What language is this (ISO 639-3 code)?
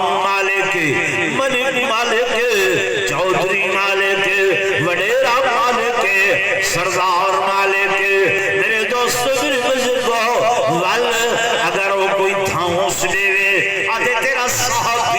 skr